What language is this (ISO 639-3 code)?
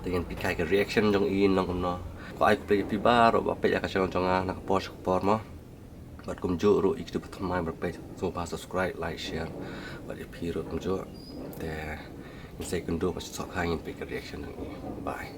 kha